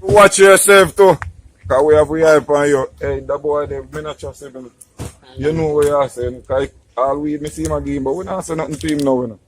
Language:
Jamaican Creole English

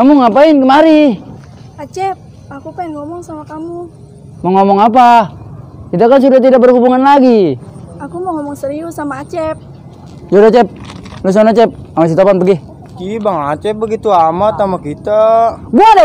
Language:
Betawi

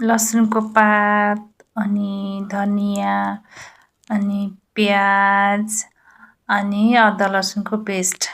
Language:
Nepali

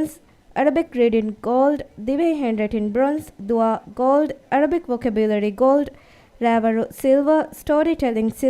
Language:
Divehi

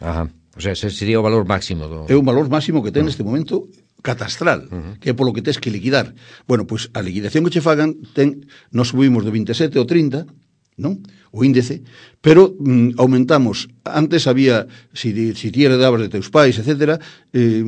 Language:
Galician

